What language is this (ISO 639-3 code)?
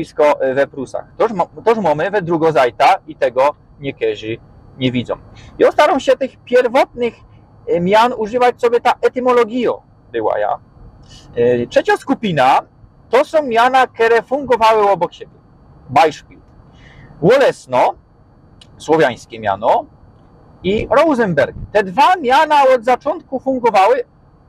szl